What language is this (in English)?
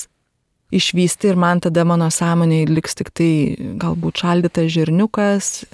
Lithuanian